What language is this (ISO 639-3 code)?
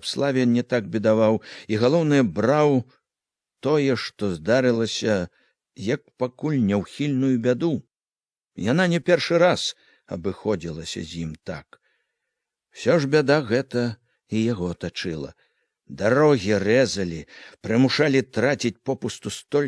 bel